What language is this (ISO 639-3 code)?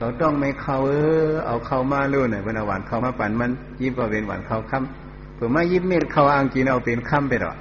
shn